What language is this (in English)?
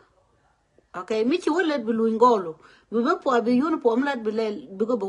Nuer